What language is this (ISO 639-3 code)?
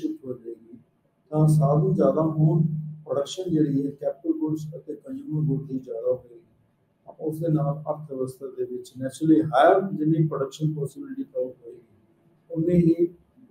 pan